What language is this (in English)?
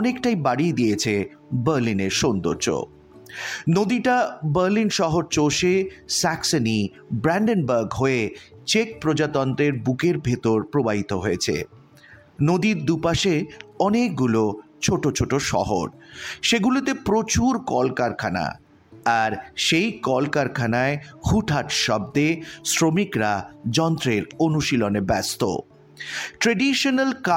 Bangla